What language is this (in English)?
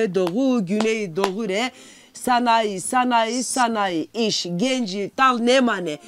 Zaza